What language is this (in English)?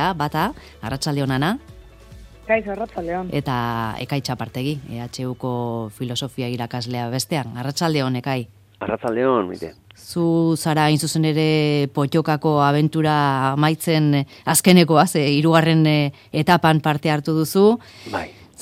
Basque